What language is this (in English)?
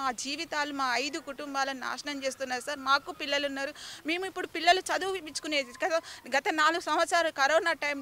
Telugu